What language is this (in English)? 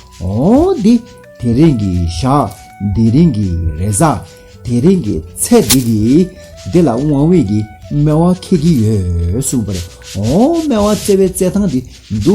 Tibetan